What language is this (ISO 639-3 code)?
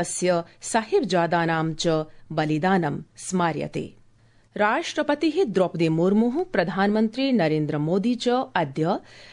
san